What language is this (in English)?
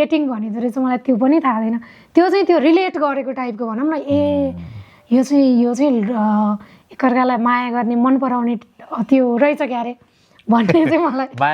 Nepali